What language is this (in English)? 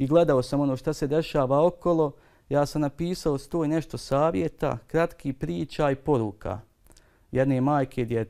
Bosnian